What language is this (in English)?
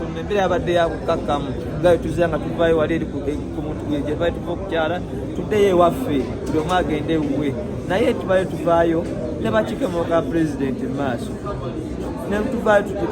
Ganda